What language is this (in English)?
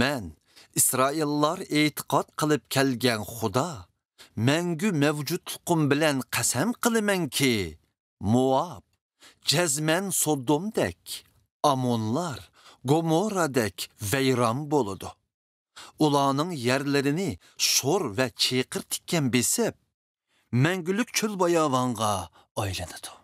Uyghur